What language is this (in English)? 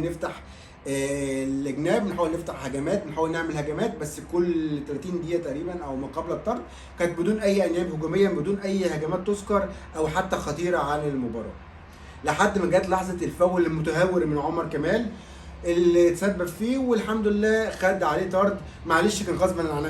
Egyptian Arabic